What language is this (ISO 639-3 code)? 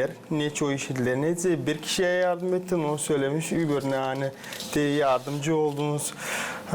gag